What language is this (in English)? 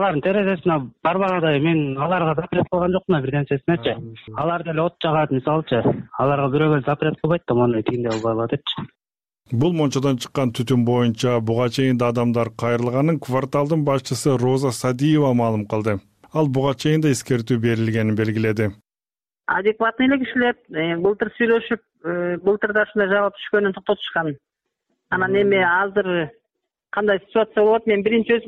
Kyrgyz